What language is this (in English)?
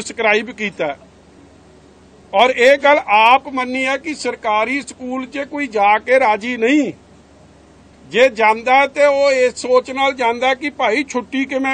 Punjabi